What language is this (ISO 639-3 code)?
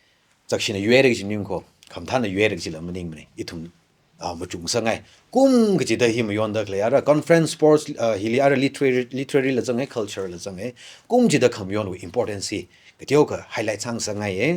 nmf